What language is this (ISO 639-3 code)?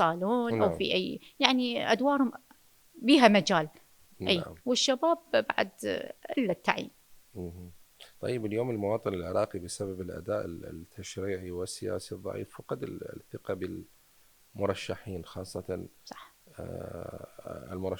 acm